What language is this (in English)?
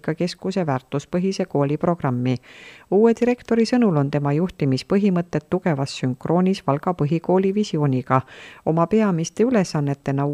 Estonian